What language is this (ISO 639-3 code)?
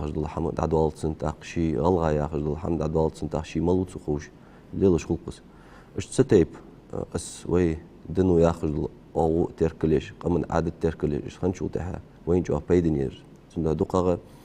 inh